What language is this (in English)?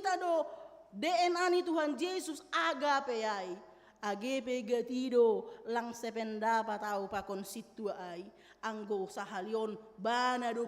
Batak Simalungun